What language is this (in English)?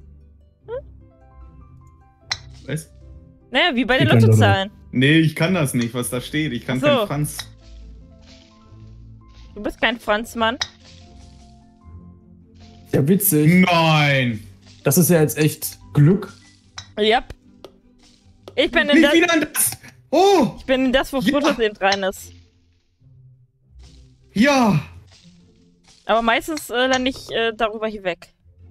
German